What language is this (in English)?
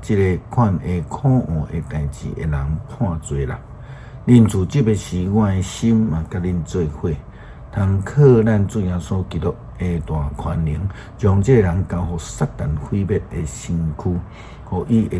Min Nan Chinese